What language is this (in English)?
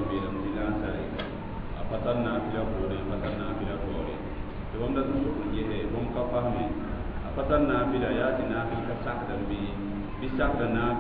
Mossi